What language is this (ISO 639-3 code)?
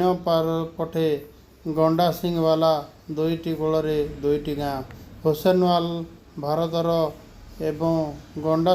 ori